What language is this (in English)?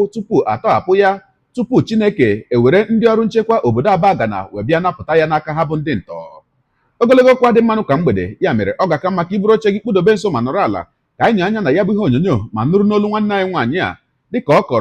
Igbo